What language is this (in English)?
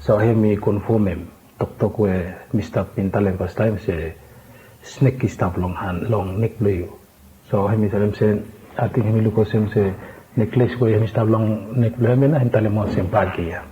Bislama